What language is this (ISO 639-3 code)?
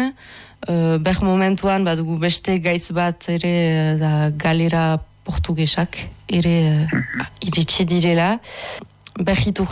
eus